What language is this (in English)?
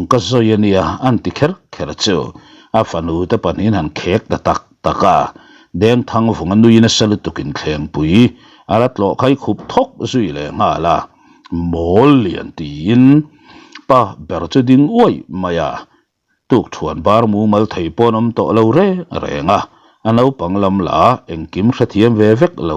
Mizo